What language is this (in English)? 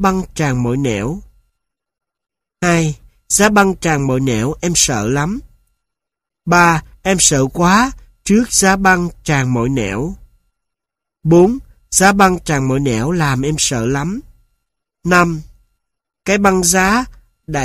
Vietnamese